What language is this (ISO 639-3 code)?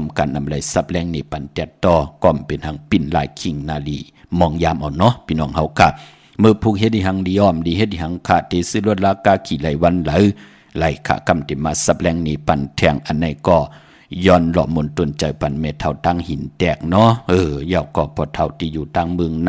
shn